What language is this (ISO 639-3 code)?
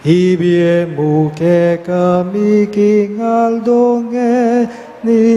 pam